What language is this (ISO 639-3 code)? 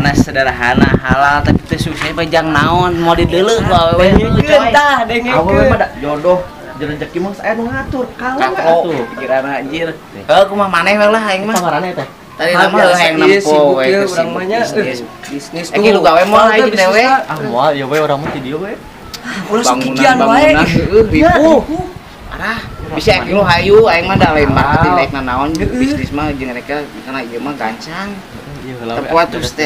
sun